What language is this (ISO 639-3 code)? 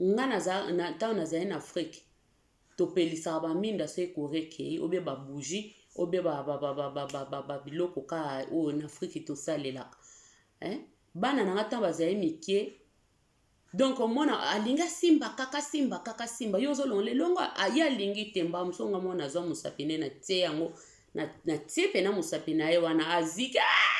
lin